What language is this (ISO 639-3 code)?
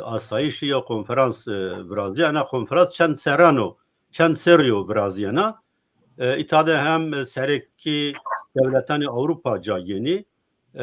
zza